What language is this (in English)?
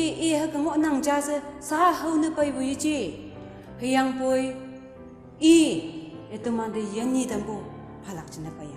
Konyak Naga